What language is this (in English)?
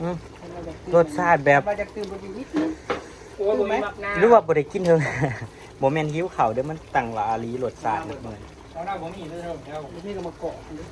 Northeastern Thai